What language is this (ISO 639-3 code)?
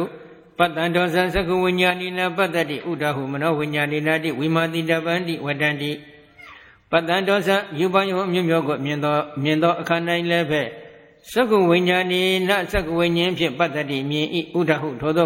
mya